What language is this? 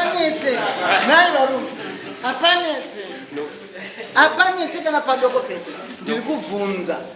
Shona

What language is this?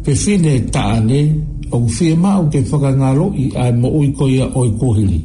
Tongan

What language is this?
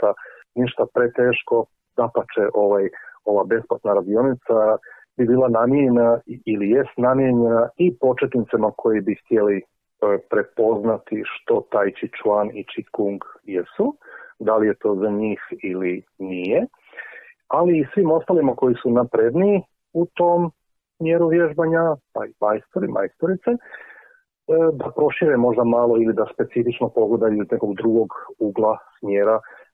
Croatian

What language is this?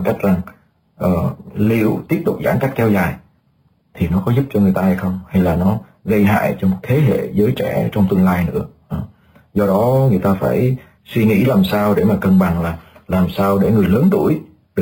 Vietnamese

